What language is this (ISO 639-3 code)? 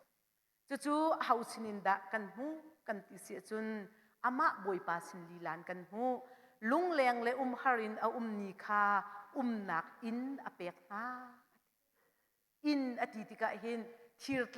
cnh